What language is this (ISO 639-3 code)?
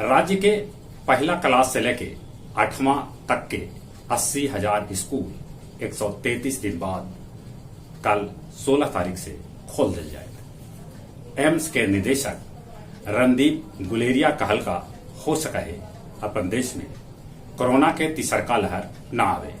mag